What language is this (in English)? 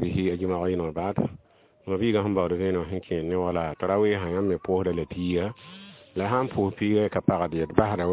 Mossi